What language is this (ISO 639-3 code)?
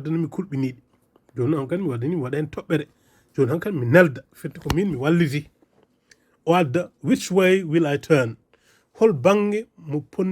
ful